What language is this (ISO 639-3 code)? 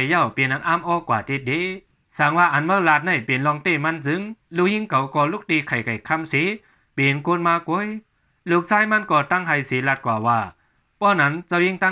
shn